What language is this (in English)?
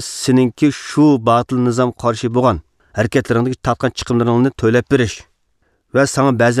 Uyghur